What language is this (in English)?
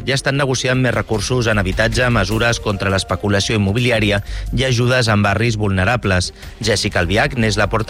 Catalan